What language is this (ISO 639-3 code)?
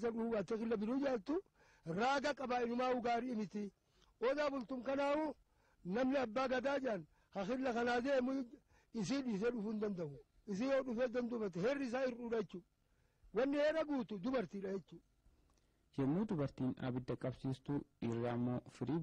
orm